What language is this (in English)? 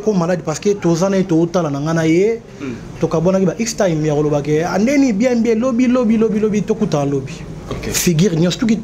Lingala